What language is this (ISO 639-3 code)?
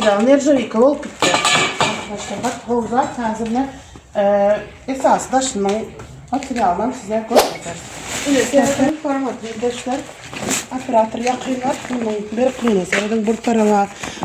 tuk